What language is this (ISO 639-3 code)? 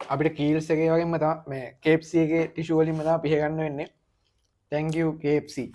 sin